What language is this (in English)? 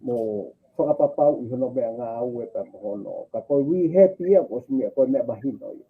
Tongan